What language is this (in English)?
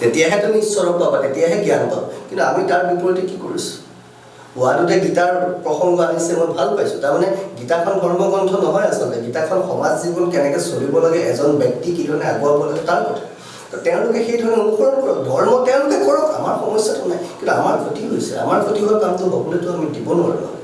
Assamese